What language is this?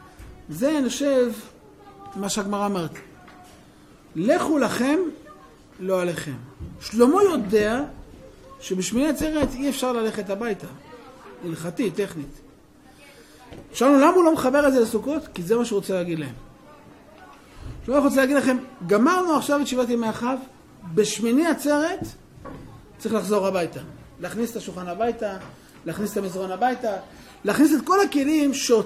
Hebrew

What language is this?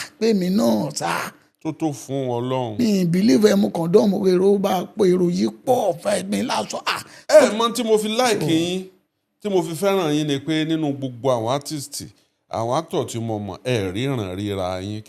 Yoruba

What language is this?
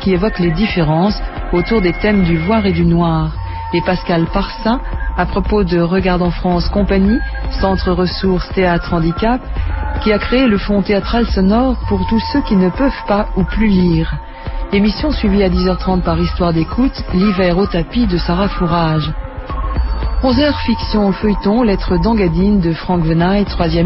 French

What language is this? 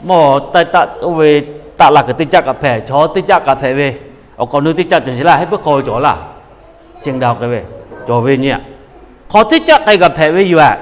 Lahu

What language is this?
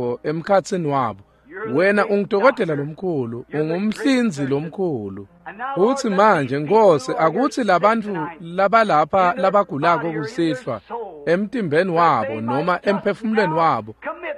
Swati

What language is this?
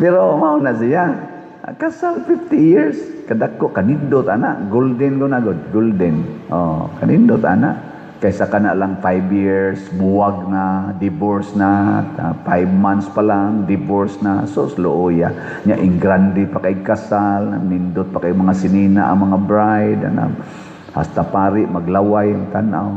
Cebuano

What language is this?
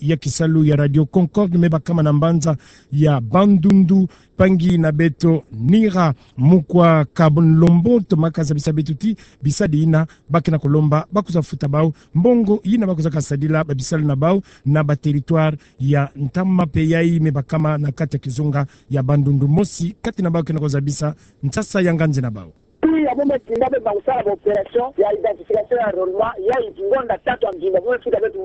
Kituba (Democratic Republic of Congo)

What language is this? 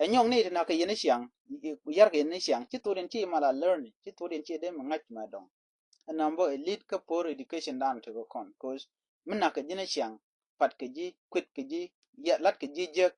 Nuer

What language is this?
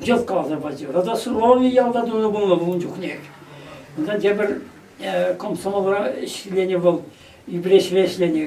Chuvash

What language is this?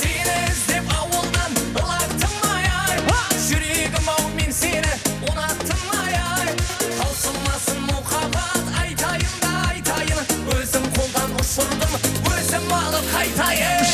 Kara-Kalpak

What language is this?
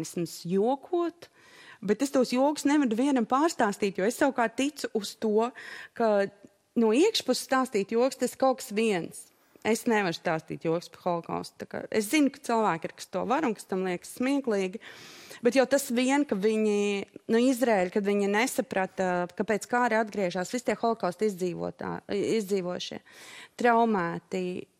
Latvian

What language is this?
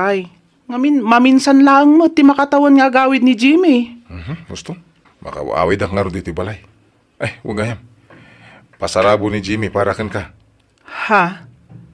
Iloko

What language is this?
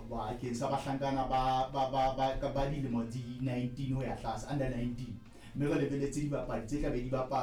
Southern Sotho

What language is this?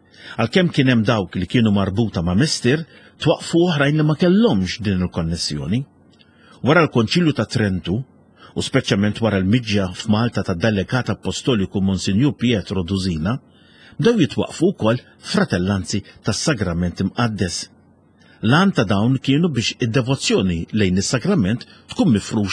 Maltese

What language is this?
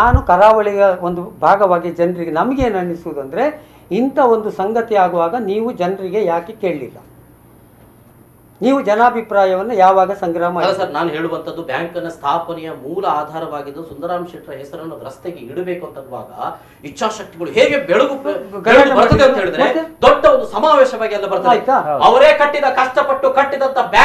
Kannada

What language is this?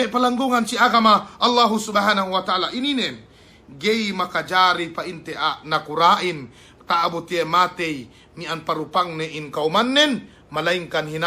Yakan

